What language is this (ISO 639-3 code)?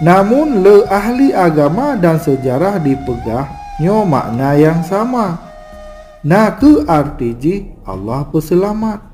ace